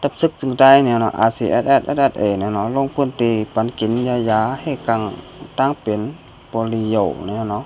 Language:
Shan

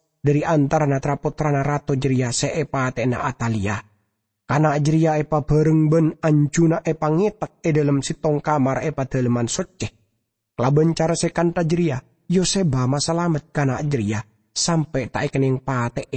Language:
Madurese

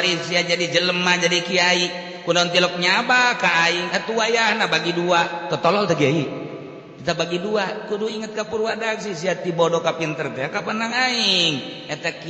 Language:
Sundanese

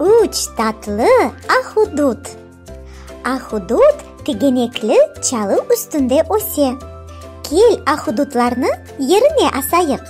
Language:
Crimean Tatar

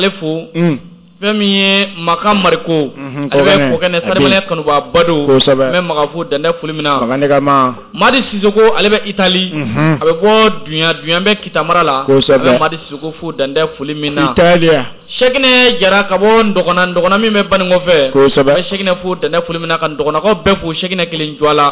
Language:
Bambara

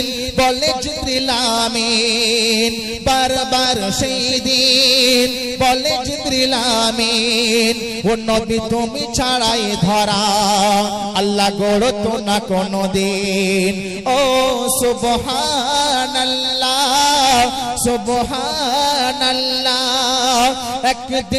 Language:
Bangla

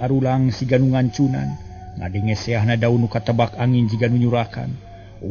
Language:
Sundanese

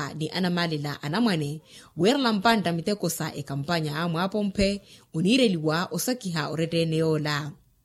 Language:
Makhuwa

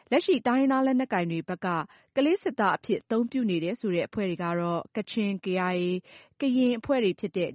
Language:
Burmese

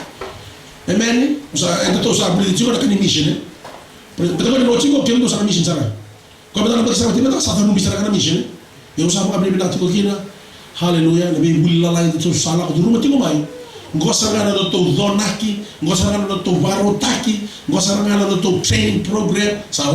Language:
Fijian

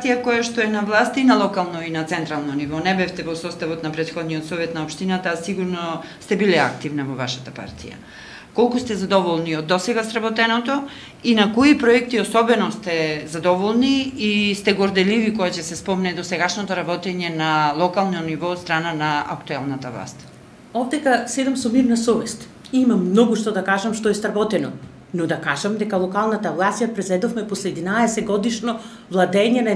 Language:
Macedonian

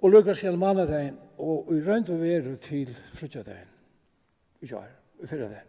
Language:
Faroese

